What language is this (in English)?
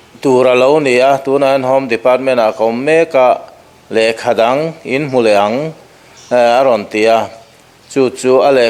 Mizo